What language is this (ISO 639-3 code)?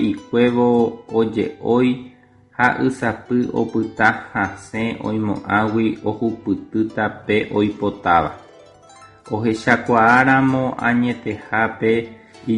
grn